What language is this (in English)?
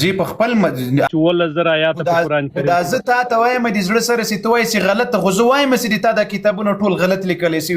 Pashto